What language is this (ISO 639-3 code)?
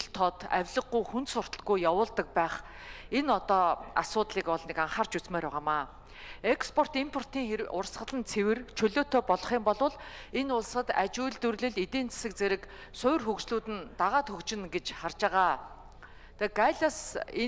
mon